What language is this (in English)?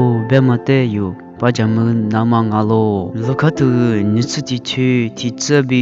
Lisu